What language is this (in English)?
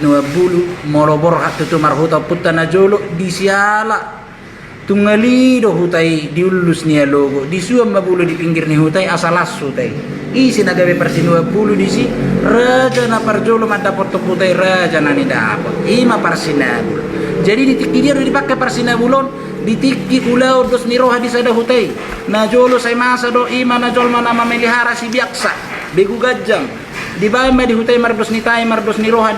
Batak Toba